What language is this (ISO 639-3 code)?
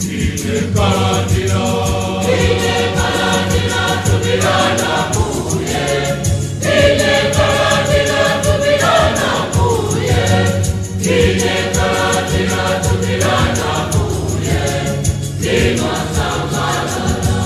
nya